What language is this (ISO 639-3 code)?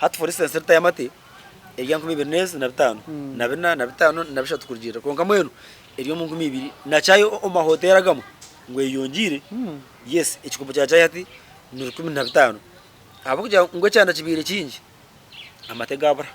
nyn